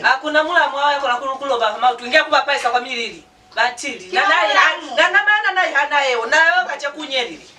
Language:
Lozi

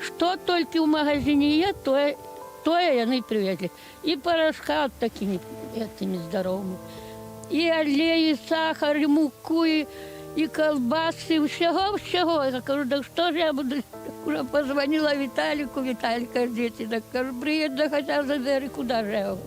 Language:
Belarusian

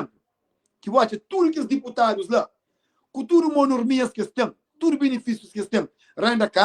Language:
Kabuverdianu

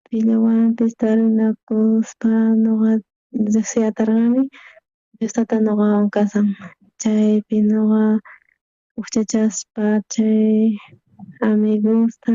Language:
South Bolivian Quechua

